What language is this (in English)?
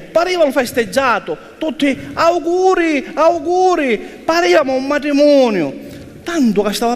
Sicilian